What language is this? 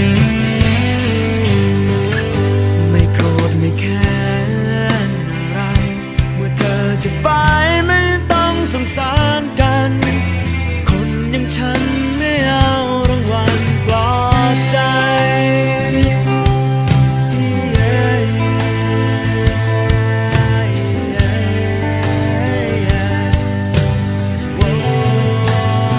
Thai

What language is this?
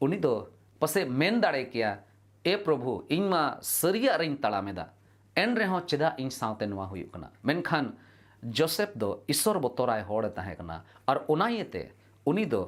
Santali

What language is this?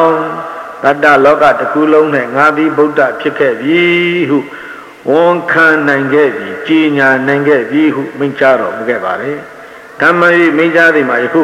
Burmese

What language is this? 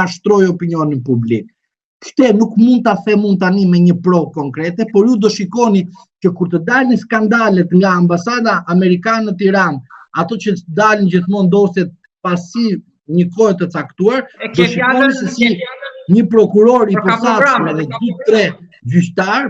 Albanian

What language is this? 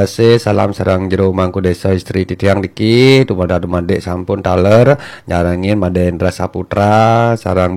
Balinese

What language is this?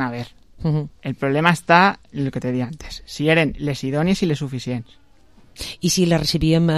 Catalan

